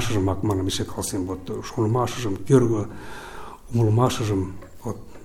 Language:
Mari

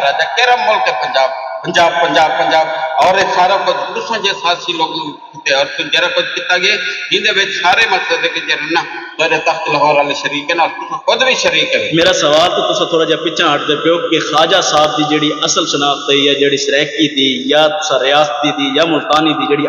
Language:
Saraiki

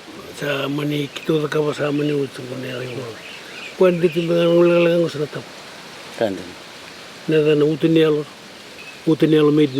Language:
Fijian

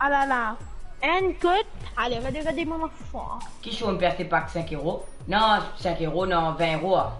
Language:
Morisyen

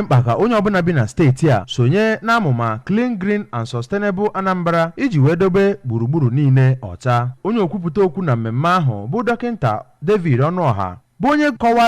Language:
Igbo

